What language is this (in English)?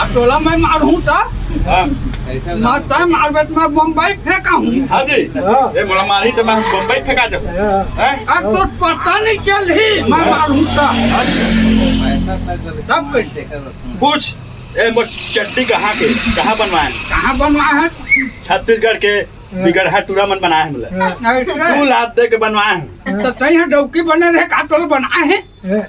Chhattisgarhi